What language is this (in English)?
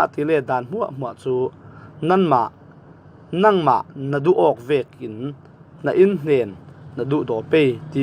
Falam Chin